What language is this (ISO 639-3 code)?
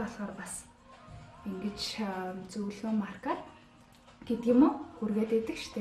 mon